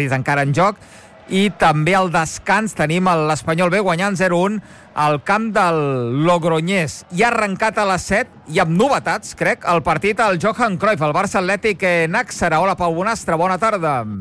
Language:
Catalan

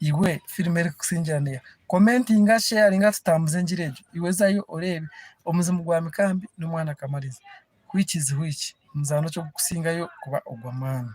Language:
Nyankole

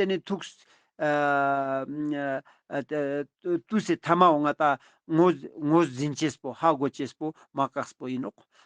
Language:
Ladakhi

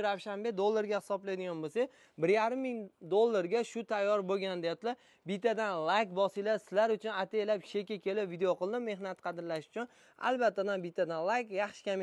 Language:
Uzbek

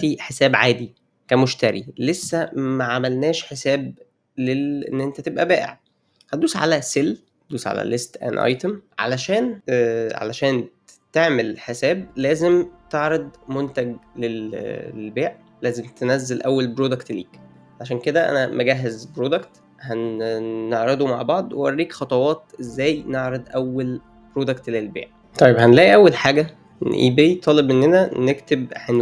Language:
Egyptian Arabic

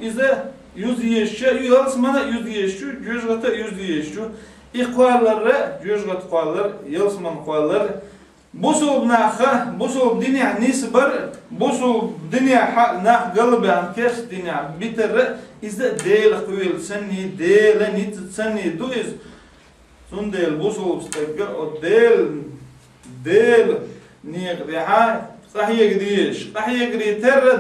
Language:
Chechen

